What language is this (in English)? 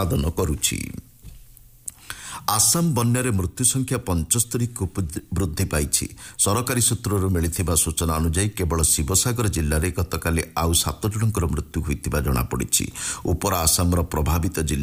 Odia